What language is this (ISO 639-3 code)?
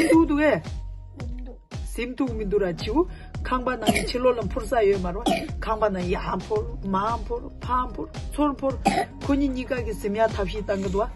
bod